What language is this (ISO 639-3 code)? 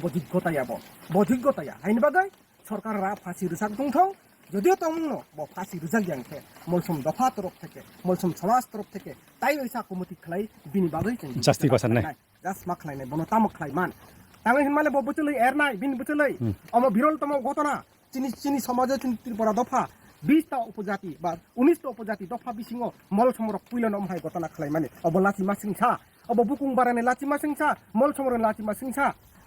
trp